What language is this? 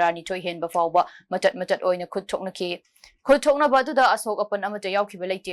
Manipuri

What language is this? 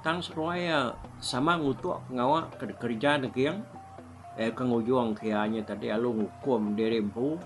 Iban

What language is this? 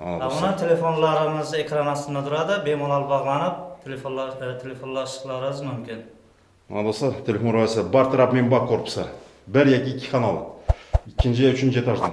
Uzbek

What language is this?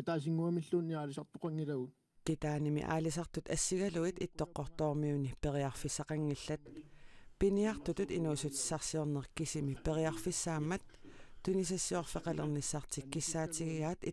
Kalaallisut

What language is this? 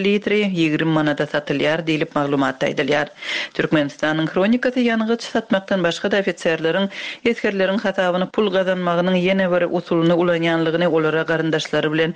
Turkmen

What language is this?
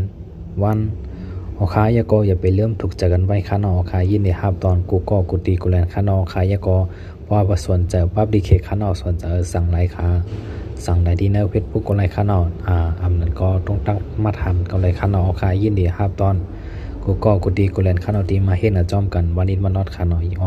Shan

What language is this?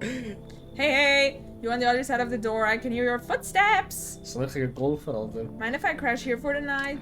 Swiss German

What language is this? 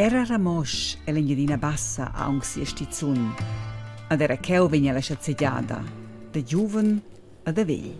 Romansh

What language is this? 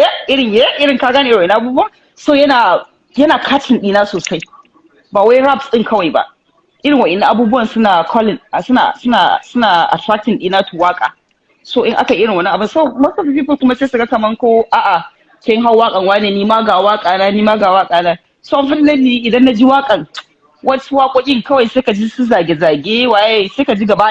Hausa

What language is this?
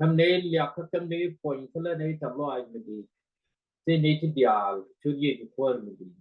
Nuer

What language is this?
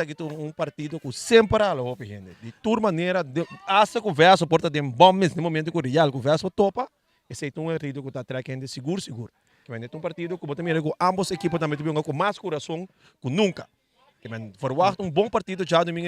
Papiamento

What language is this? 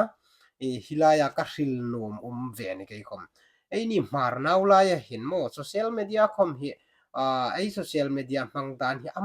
Hmar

